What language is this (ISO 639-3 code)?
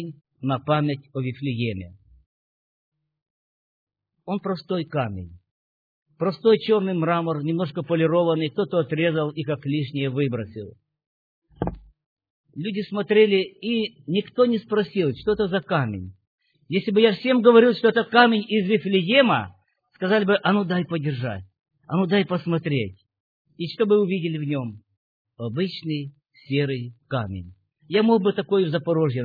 rus